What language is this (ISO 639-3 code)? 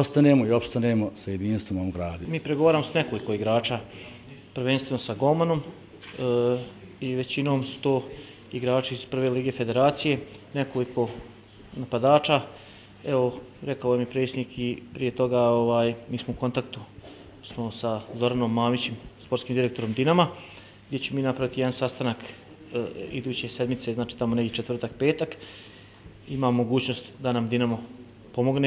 bos